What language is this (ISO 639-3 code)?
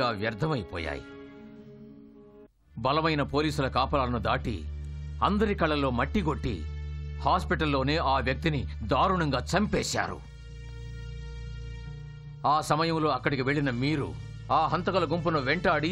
tel